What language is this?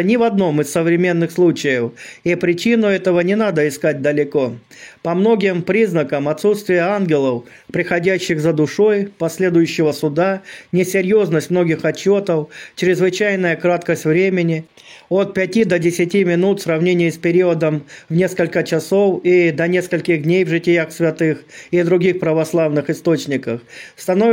Russian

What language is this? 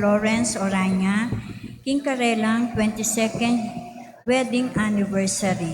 Pampanga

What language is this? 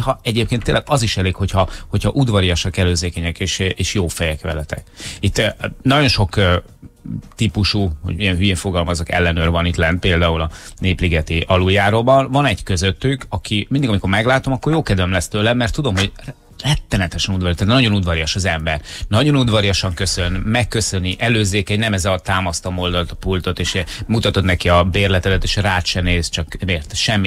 Hungarian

